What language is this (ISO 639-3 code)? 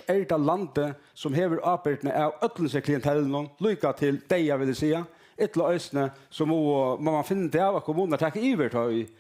fao